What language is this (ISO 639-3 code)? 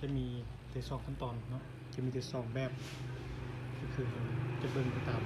lao